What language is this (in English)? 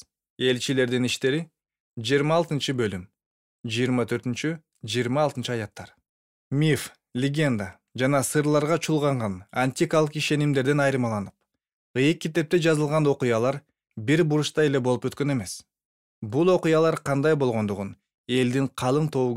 Kyrgyz